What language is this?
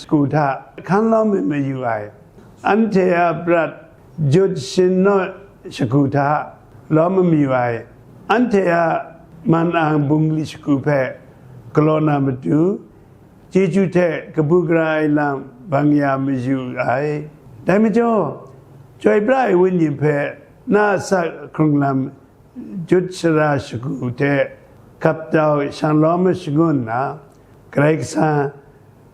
Kachin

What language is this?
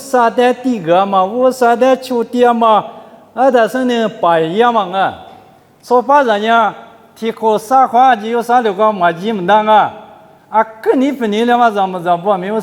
Lisu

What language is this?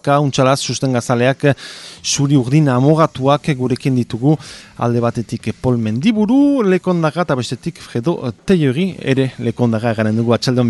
Basque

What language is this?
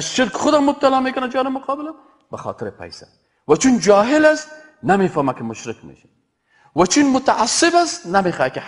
Persian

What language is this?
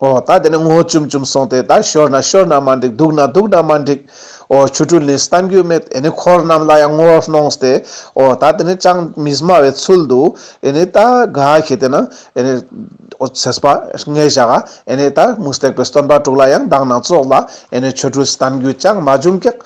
Ladakhi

